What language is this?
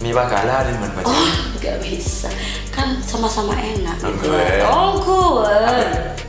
Madurese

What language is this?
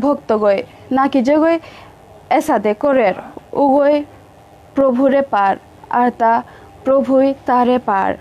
Bishnupriya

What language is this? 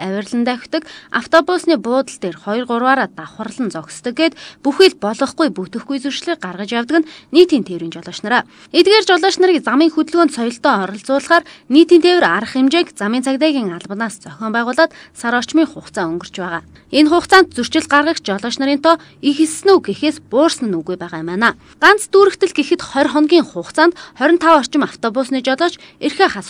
Mongolian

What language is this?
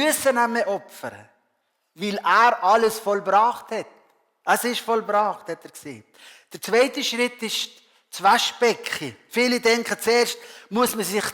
Swiss German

